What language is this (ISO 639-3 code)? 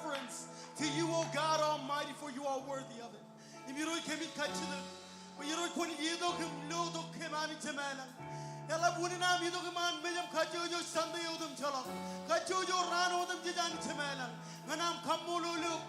mah